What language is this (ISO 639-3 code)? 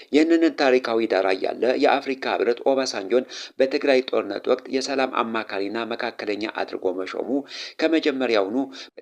amh